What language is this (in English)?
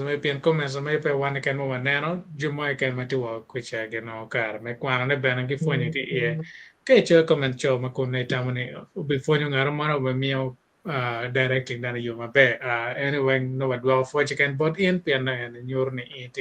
Acoli